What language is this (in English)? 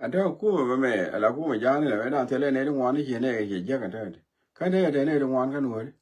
Nuer